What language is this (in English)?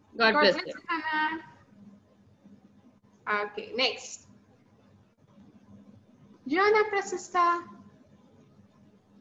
Telugu